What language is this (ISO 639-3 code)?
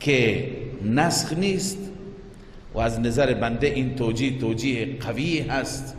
fas